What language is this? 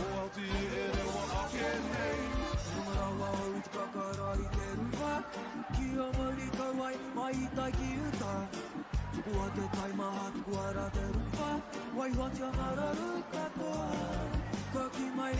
Māori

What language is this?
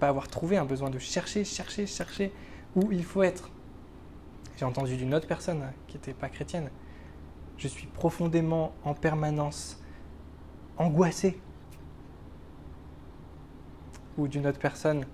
French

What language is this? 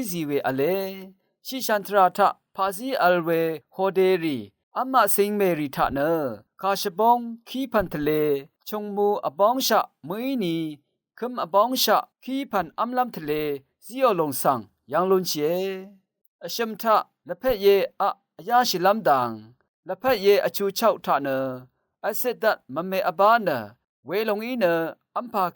Rawang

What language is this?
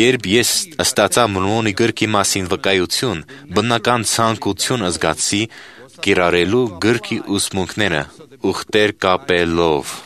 Armenian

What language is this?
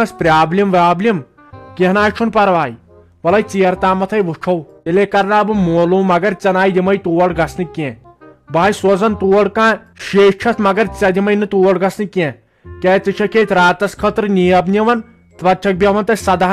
Kashmiri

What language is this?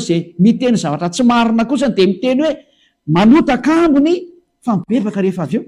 Malagasy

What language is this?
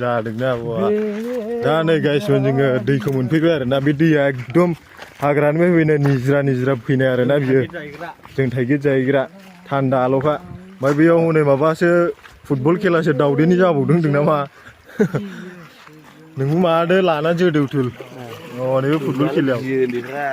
Bodo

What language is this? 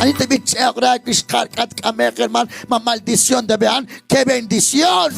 Kekchí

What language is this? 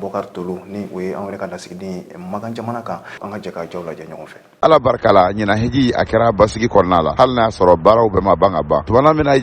Bambara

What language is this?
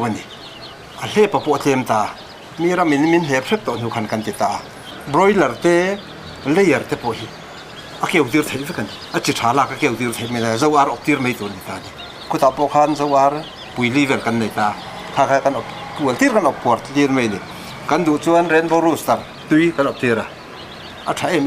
Mizo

